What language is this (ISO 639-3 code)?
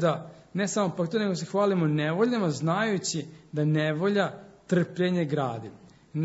srp